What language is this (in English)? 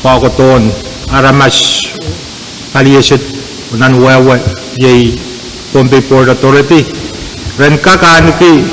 Pohnpeian